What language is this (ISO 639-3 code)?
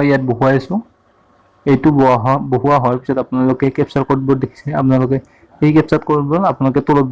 asm